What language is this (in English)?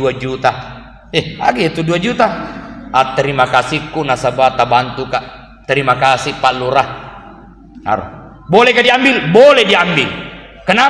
Buginese